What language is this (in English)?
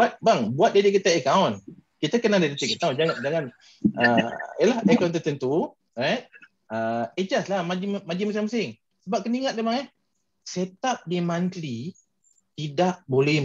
Malay